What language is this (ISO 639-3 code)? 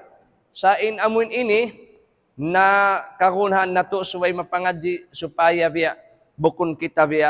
tsg